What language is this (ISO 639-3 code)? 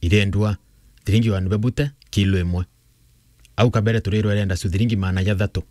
mer